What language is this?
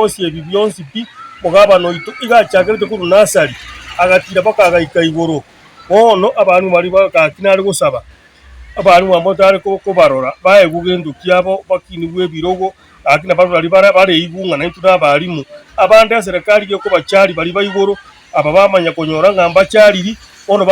Gusii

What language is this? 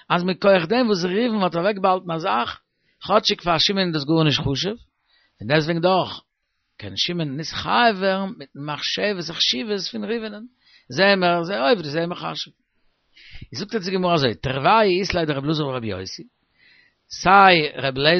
Yiddish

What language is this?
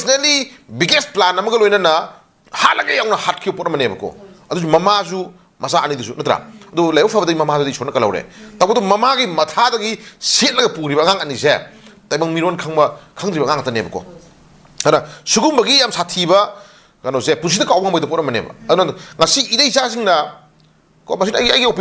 Manipuri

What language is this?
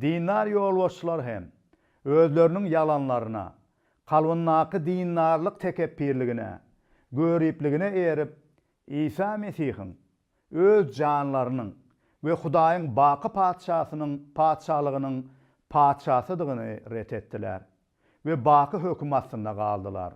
Turkmen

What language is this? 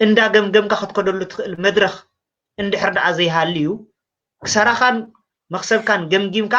Tigrinya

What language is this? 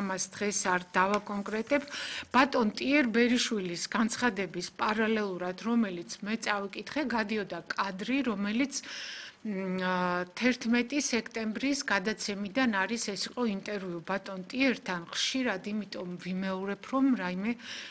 Georgian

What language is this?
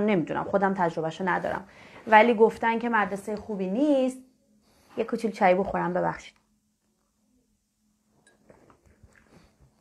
Persian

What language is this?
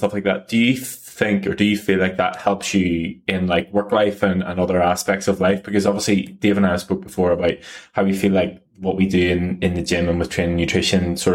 English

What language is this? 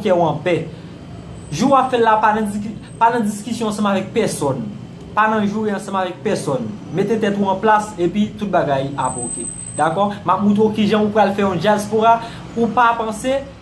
Haitian Creole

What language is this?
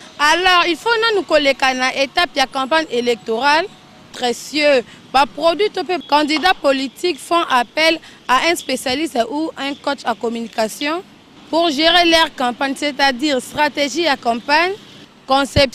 Lingala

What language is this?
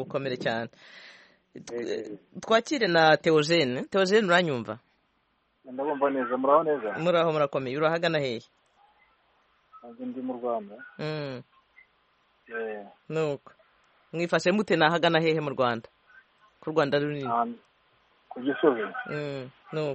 Kinyarwanda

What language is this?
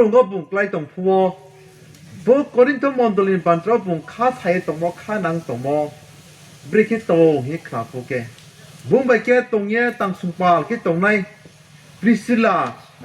Riang (India)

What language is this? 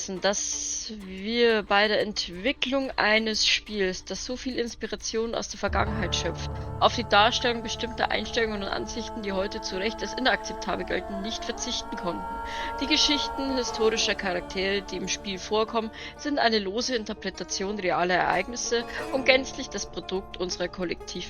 Bavarian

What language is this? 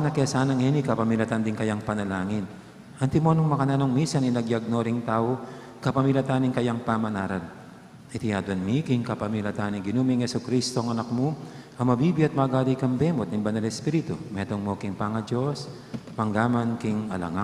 Pampanga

